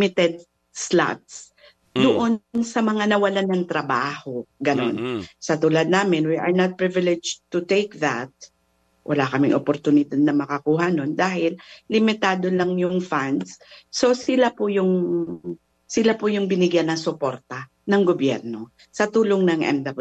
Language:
Filipino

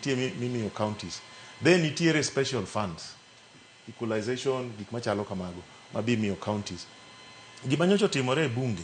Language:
Luo (Kenya and Tanzania)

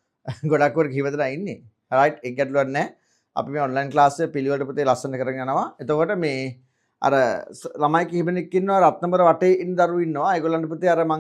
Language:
Sinhala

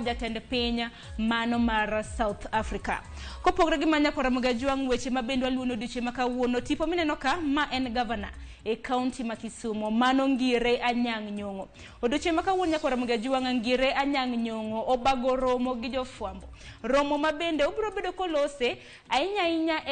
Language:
Luo (Kenya and Tanzania)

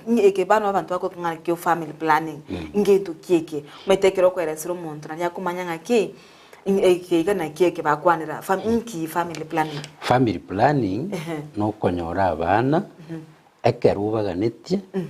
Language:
Gusii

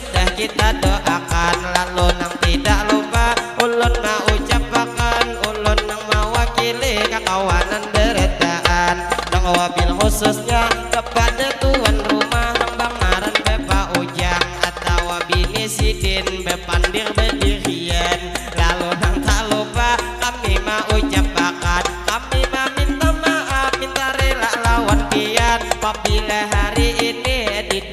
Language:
Banjar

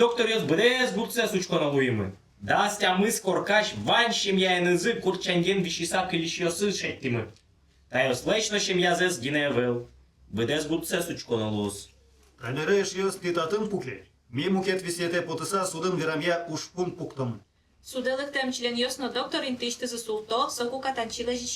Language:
Udmurt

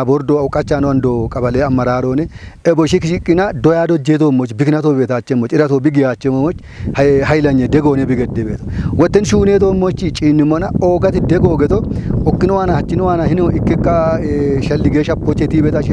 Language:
Kafa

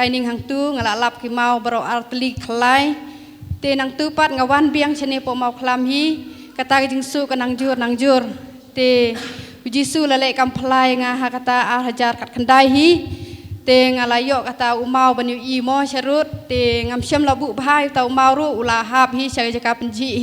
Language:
Khasi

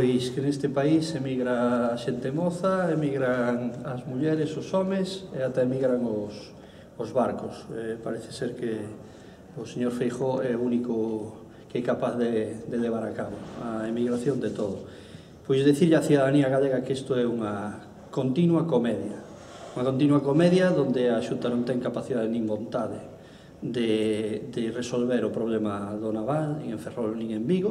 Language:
Galician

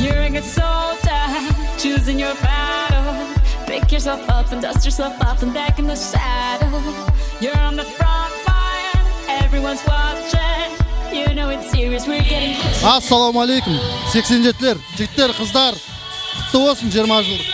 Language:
Kara-Kalpak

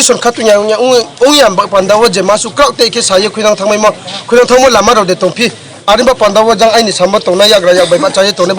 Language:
Riang (India)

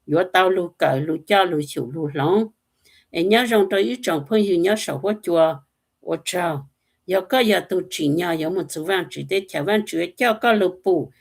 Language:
Hmong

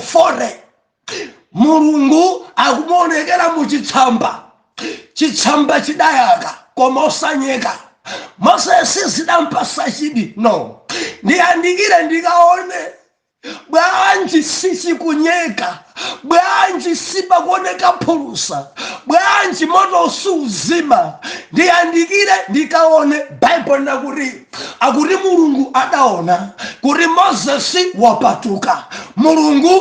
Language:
Nyanja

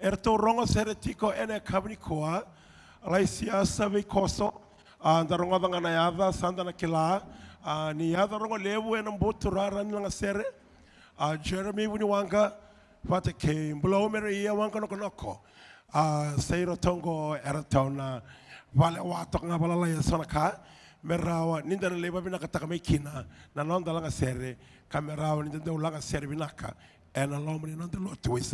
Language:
Fijian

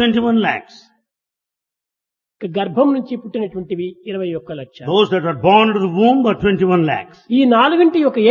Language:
Telugu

